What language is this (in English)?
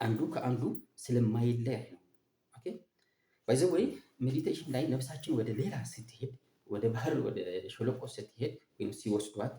Amharic